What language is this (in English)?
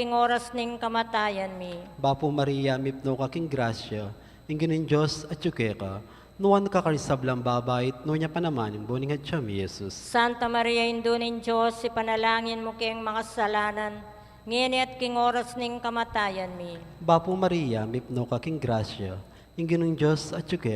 Pampanga